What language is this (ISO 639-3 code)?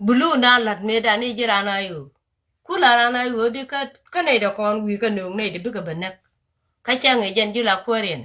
nus